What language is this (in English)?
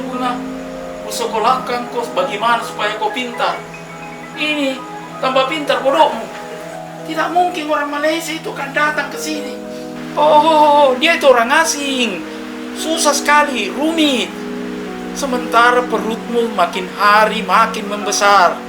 Makassar Malay